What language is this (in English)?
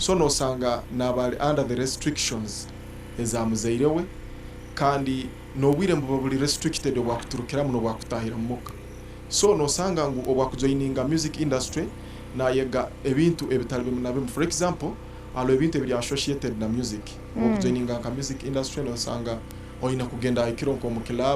Nyankole